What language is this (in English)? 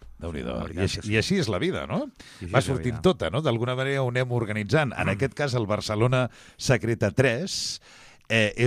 Catalan